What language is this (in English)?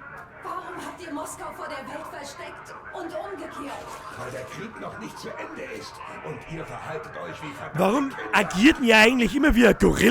Bavarian